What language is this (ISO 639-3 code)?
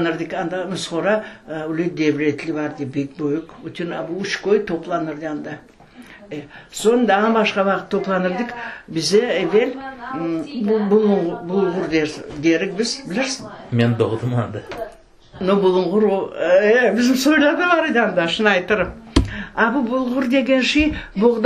crh